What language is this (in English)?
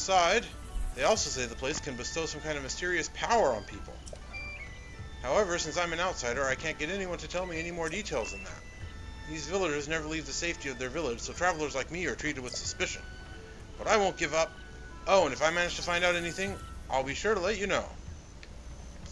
English